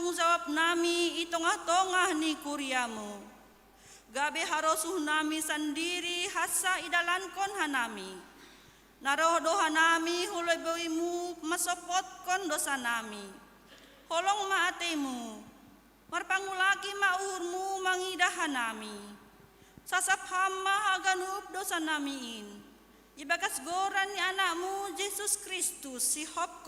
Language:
Batak Simalungun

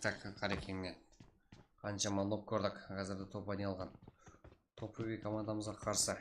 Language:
Kara-Kalpak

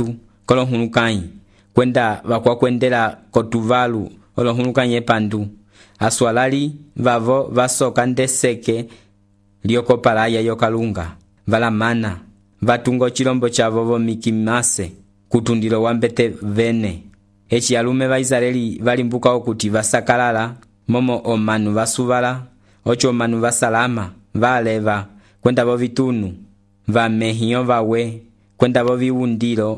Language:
Umbundu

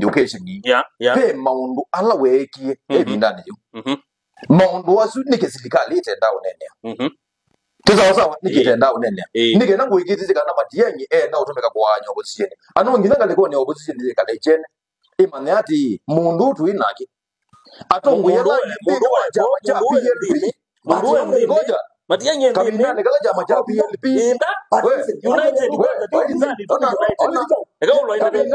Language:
Kamba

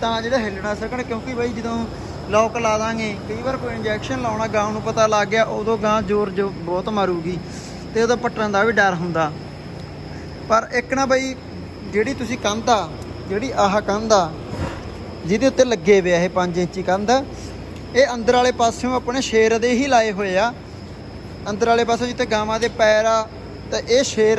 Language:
Punjabi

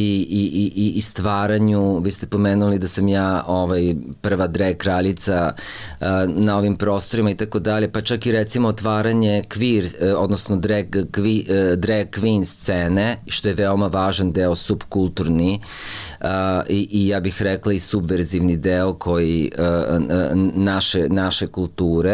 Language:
Serbian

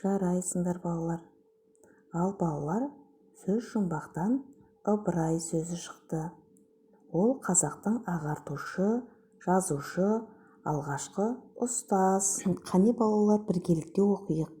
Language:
Kazakh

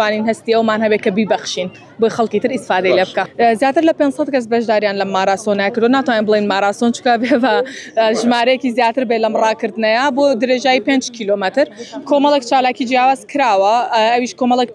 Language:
Central Kurdish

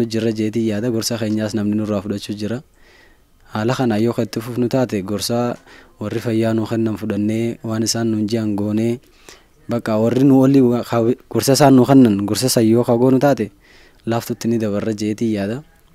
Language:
Oromo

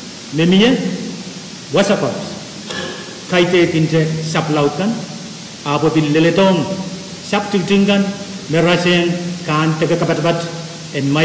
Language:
Pohnpeian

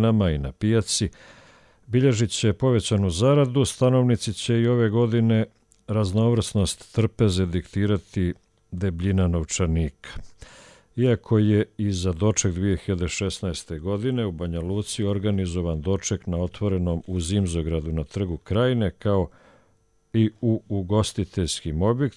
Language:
Croatian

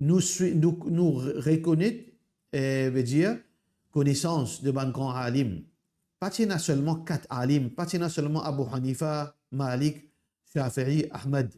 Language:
Morisyen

